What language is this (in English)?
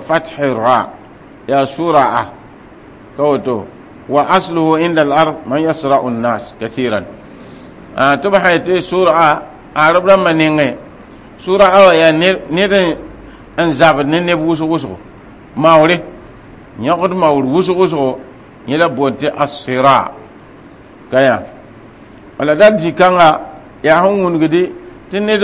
Mossi